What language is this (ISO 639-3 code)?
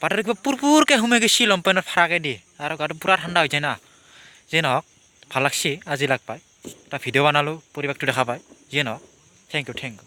asm